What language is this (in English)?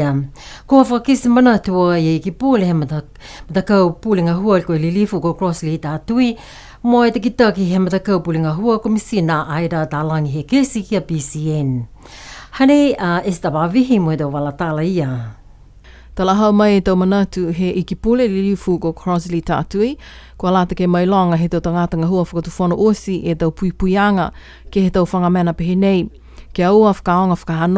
Niuean